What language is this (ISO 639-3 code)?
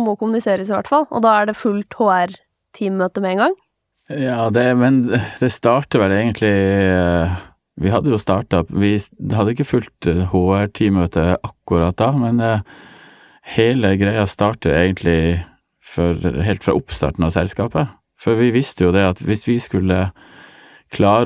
nor